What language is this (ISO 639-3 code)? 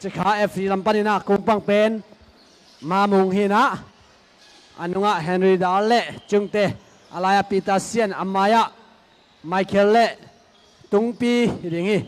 ctd